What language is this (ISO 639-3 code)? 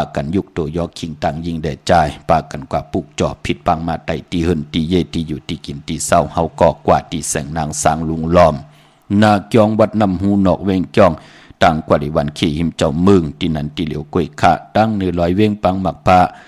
shn